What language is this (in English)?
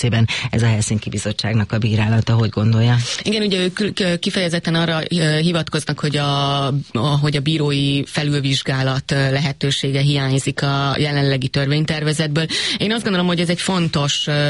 Hungarian